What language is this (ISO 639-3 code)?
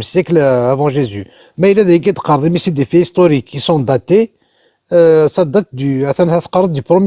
kab